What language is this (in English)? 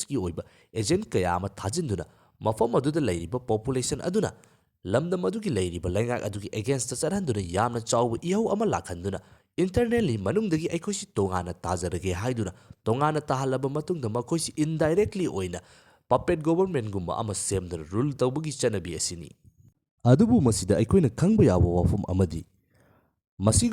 Manipuri